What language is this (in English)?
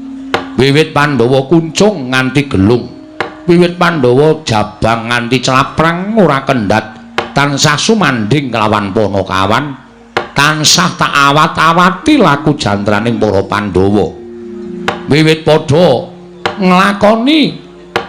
Javanese